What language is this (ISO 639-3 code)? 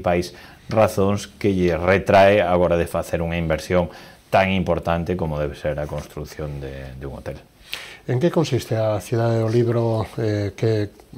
glg